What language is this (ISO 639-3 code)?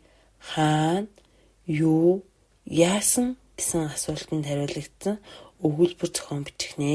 mon